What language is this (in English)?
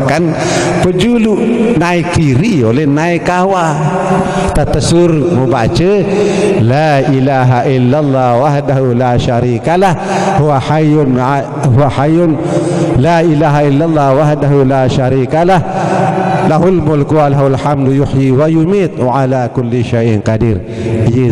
Sasak